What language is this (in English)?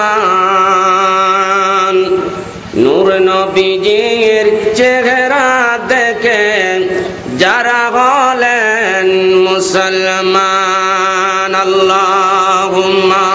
Bangla